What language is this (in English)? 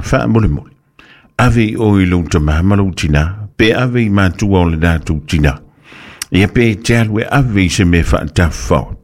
Samoan